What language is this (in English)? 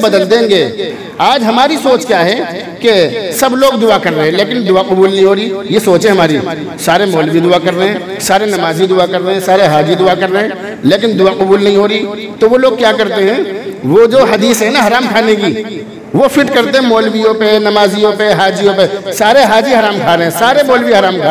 Urdu